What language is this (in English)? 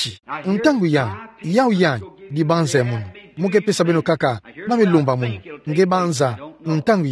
Kituba (Democratic Republic of Congo)